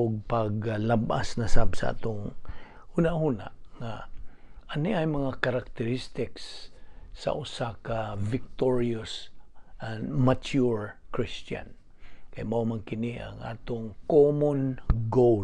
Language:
Cebuano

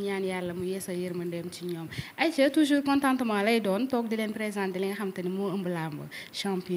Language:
Wolof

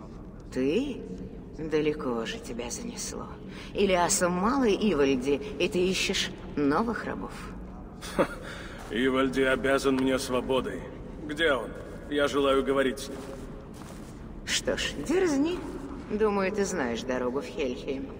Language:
Russian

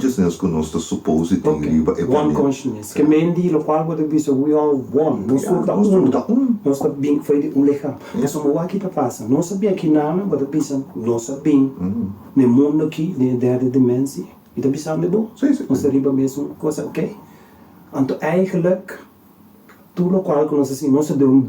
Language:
Papiamento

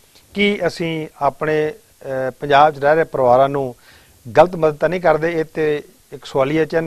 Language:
Punjabi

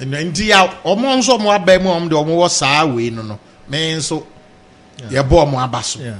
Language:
Akan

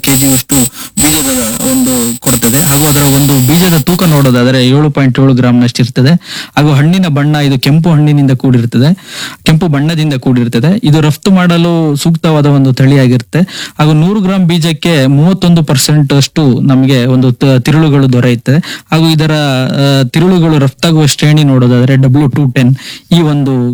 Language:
Kannada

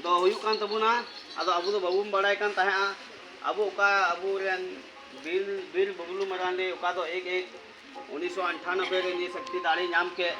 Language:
Santali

